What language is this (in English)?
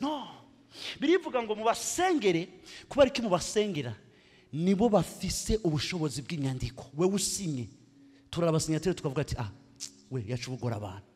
Rundi